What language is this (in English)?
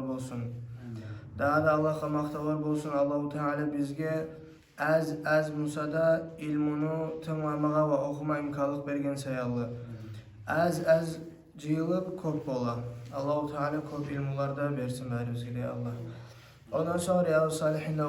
Kumyk